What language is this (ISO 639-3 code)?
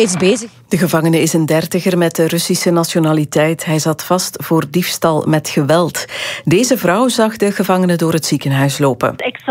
nld